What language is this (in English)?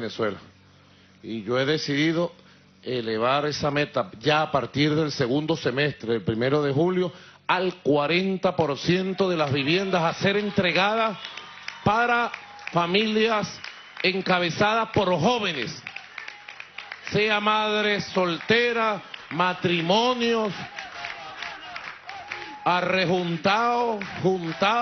Spanish